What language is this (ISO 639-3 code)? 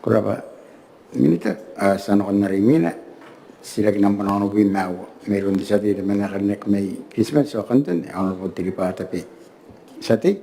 gil